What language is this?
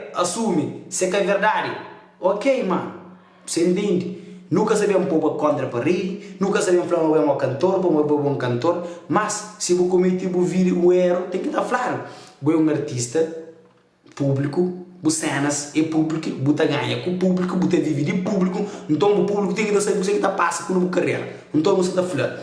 Kabuverdianu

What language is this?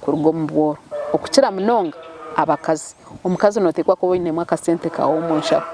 Nyankole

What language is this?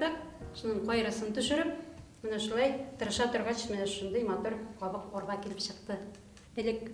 Bashkir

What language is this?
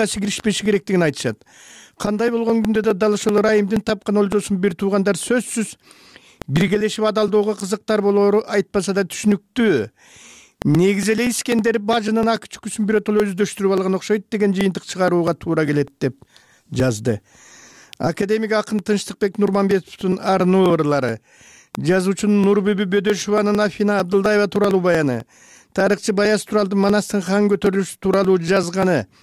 Kyrgyz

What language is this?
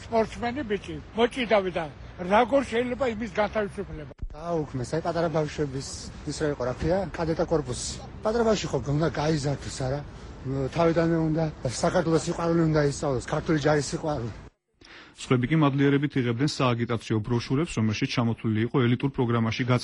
Georgian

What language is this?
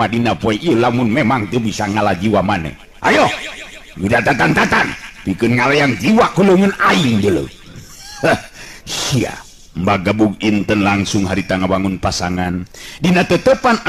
Sundanese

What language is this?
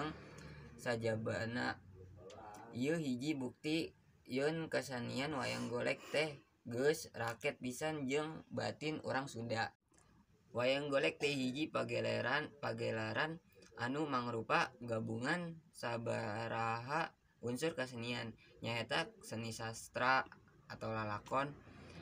Sundanese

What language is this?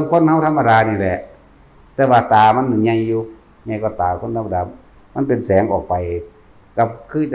Northeastern Thai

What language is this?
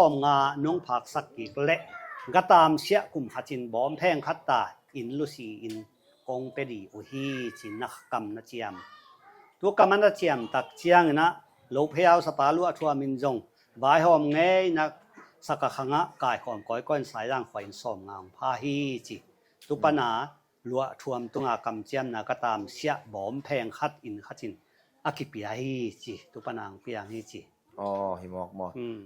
Tedim Chin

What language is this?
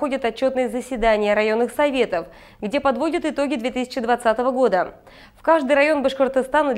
Russian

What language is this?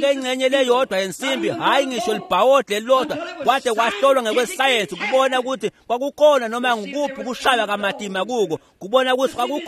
Swati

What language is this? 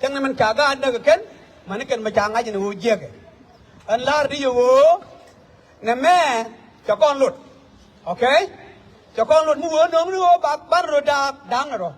Nuer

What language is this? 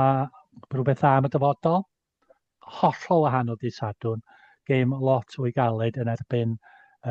Welsh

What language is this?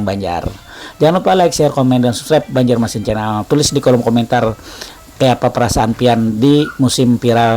Banjar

